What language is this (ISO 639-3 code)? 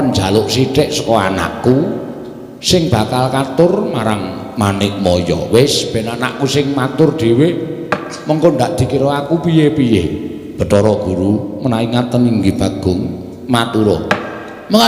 jav